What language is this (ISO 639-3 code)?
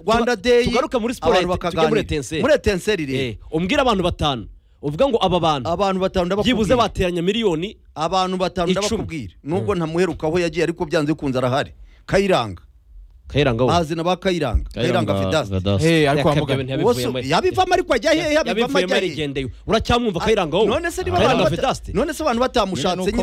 kin